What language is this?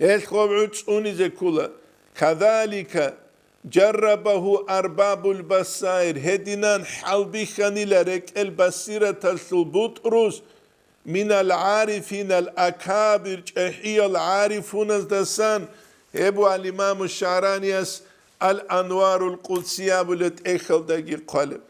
Avaric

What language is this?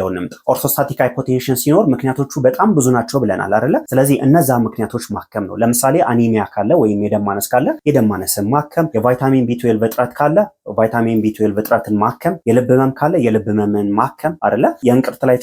Amharic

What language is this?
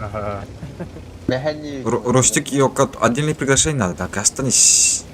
Yakut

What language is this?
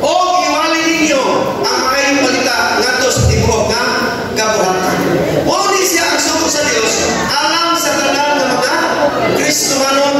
Cebuano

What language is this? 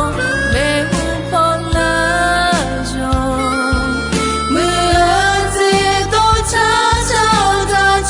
Akha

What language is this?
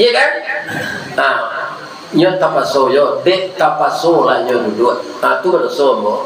Minangkabau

